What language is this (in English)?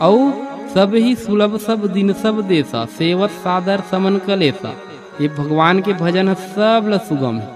Chhattisgarhi